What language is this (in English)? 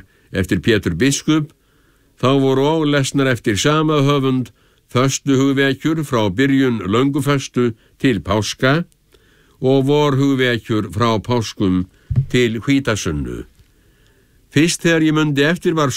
Icelandic